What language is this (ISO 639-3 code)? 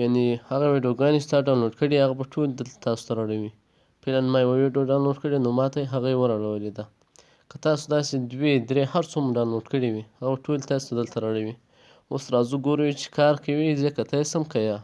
pus